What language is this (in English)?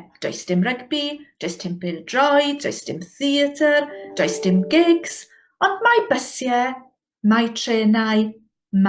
Welsh